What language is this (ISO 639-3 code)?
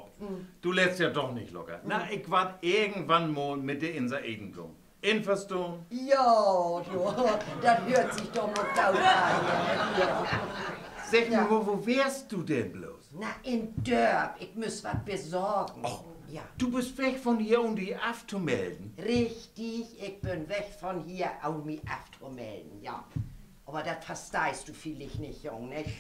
nds